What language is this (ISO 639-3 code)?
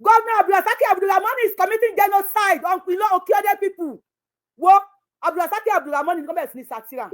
yor